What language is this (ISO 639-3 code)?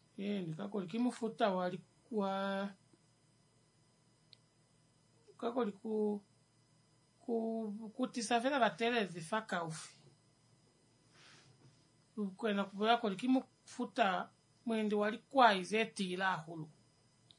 swa